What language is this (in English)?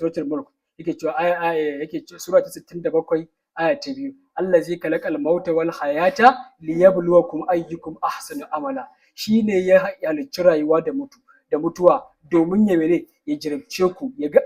Hausa